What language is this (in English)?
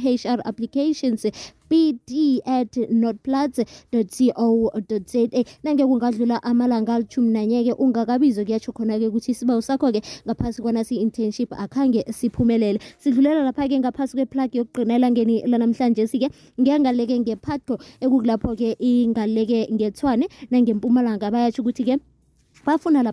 South Ndebele